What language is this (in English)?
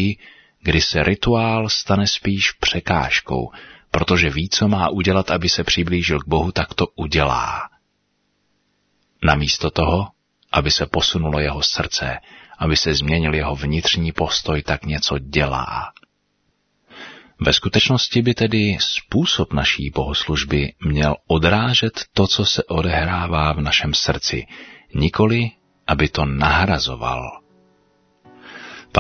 Czech